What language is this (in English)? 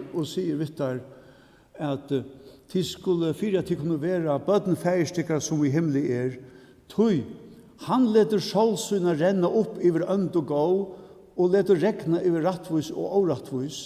Faroese